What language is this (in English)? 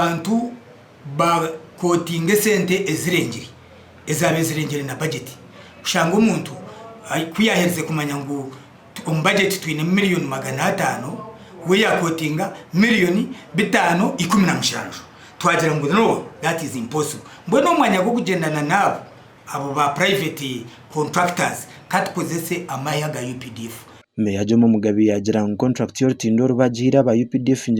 Nyankole